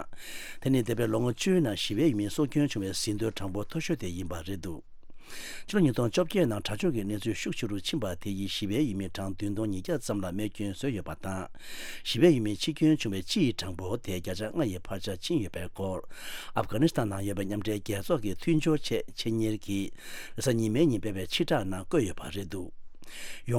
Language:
Tibetan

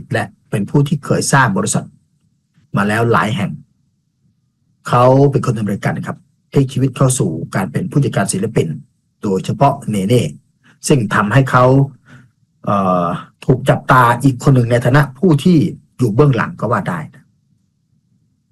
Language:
Thai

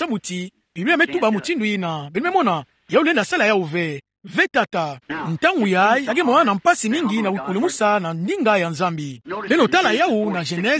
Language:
Kituba (Democratic Republic of Congo)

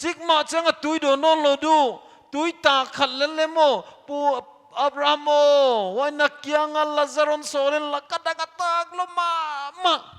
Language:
Paite Chin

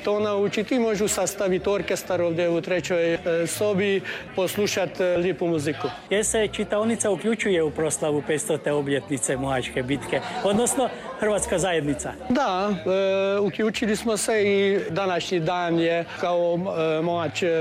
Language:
Croatian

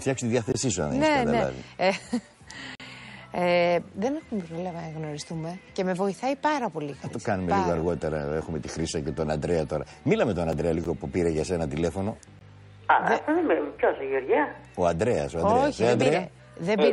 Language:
Greek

